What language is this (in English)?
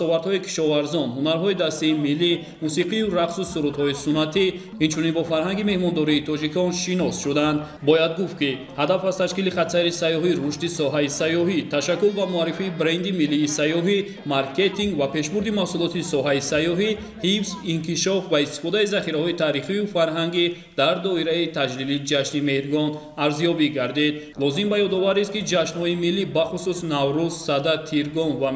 Tajik